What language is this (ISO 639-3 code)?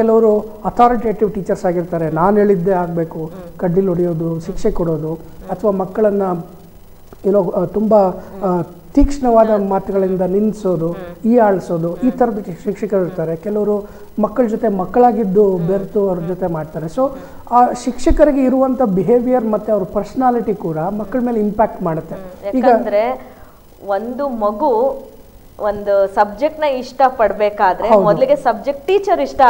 kan